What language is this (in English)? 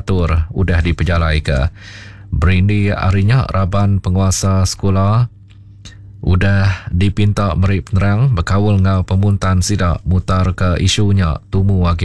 Iban